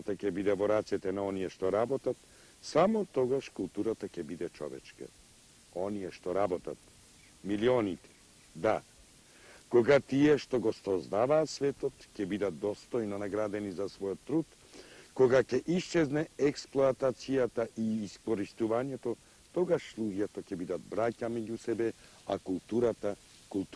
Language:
Macedonian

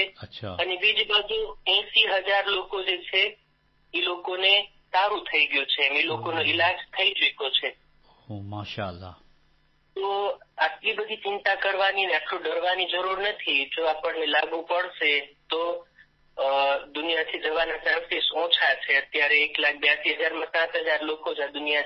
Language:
Gujarati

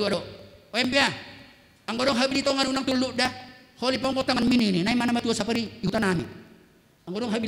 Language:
Batak Simalungun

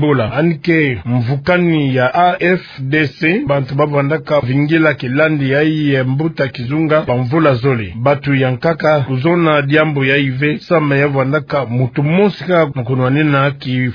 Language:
Kituba (Democratic Republic of Congo)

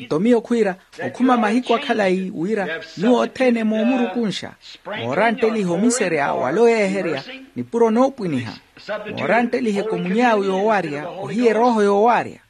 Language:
Makhuwa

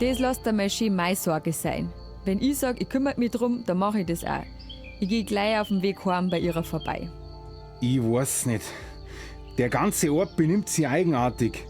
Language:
Bavarian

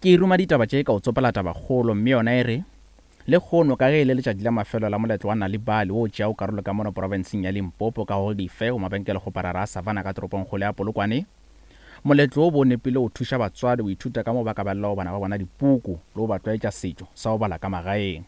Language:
Northern Sotho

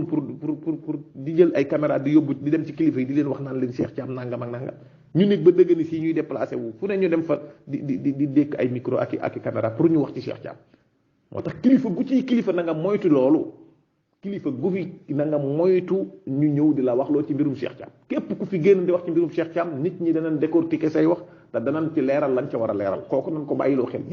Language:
Wolof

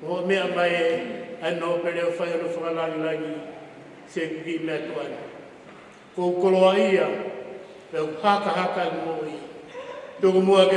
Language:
Tongan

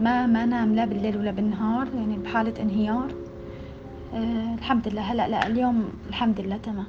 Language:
North Levantine Arabic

